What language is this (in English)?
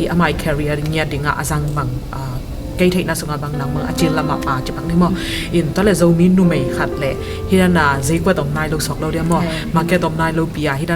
Tedim Chin